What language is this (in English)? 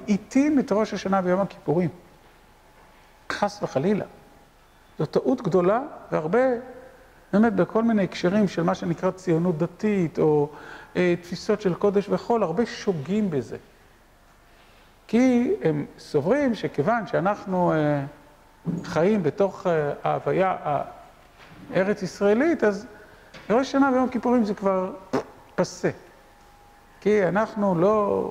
Hebrew